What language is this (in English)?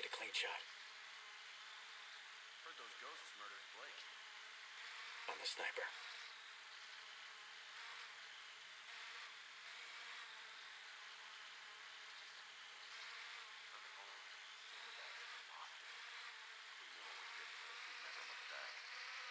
English